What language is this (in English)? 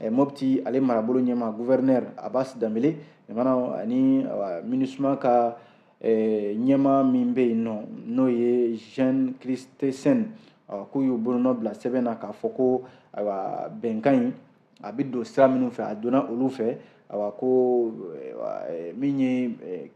Bambara